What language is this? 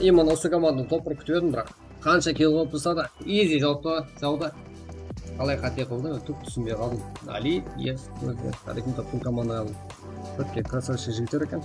Kara-Kalpak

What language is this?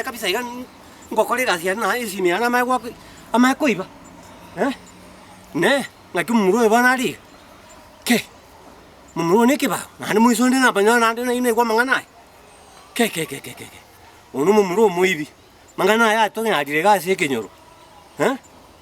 Gusii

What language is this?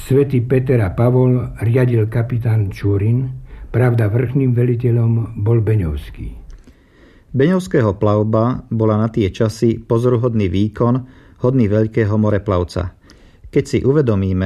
Slovak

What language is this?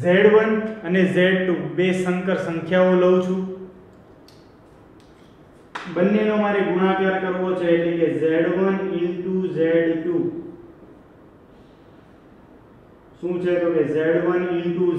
Gujarati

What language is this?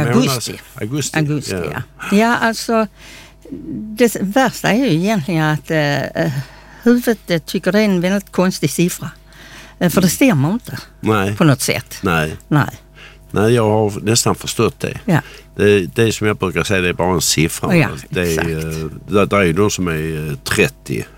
Swedish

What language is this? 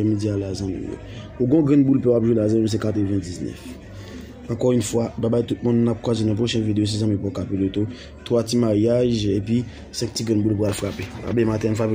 Haitian Creole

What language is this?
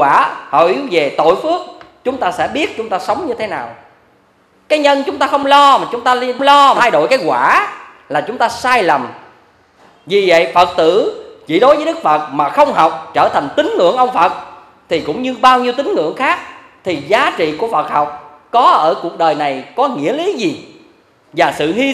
Vietnamese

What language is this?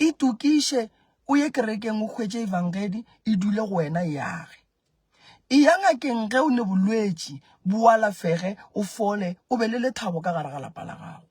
Northern Sotho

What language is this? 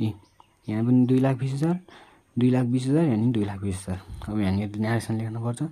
Nepali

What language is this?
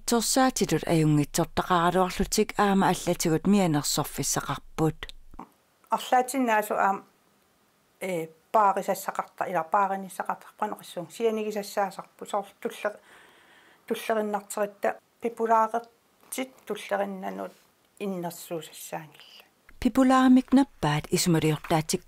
Kalaallisut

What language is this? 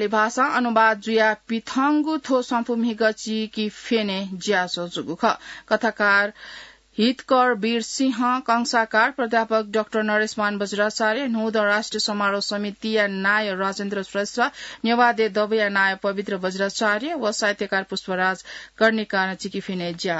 Newari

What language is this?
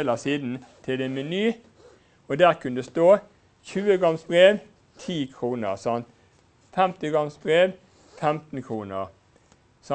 Norwegian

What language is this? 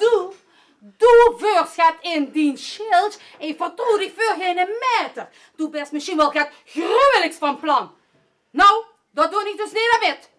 Limburgish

